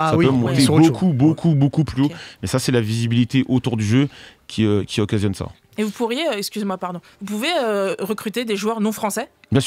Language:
French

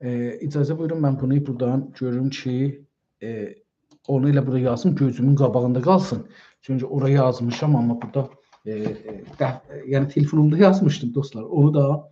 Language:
South Azerbaijani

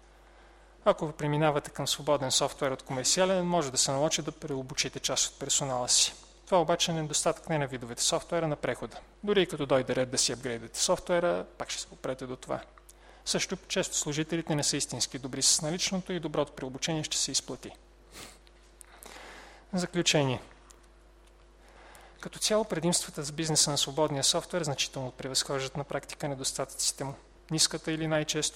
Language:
Bulgarian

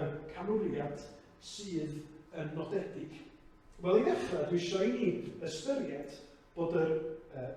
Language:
Welsh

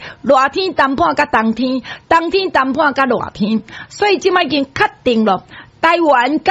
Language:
Min Nan Chinese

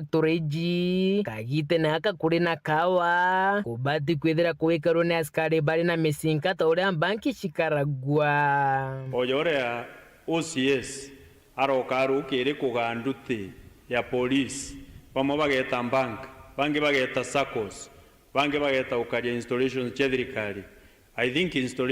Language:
Meru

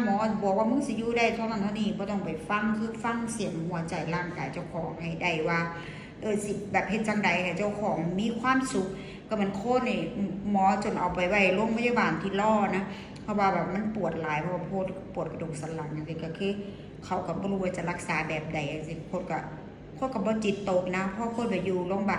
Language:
Northeastern Thai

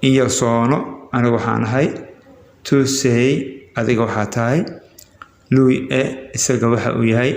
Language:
Somali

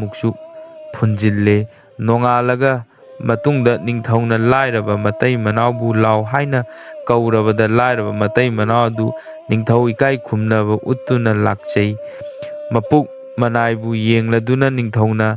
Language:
Manipuri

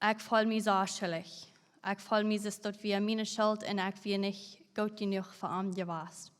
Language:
Plautdietsch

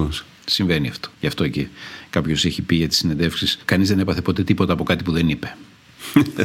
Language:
Greek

